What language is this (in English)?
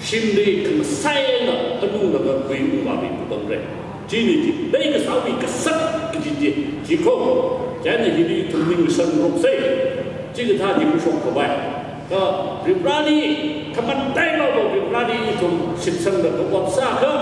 Tangkhul Naga (India)